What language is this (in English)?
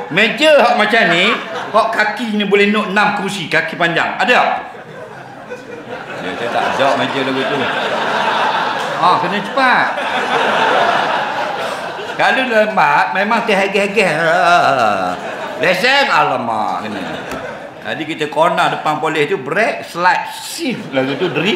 Malay